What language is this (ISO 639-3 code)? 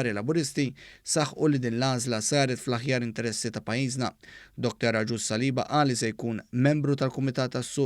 mlt